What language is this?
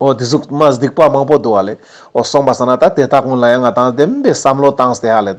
Ladakhi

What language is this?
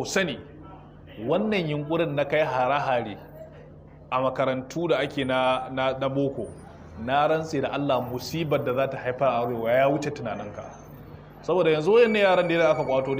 Hausa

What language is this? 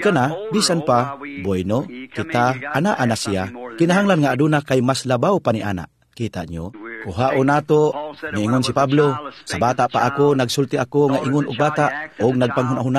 Cebuano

